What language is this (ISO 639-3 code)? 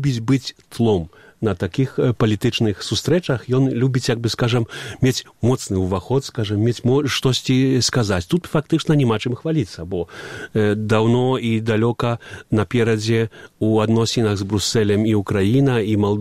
bel